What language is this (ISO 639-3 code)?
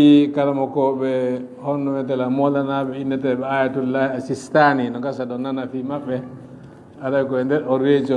ful